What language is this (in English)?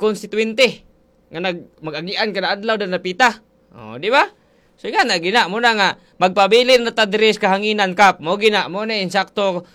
Cebuano